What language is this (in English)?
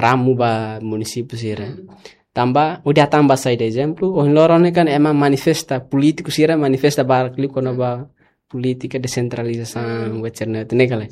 Tetum